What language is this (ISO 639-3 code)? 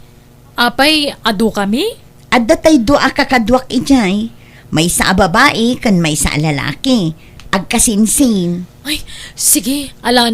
ilo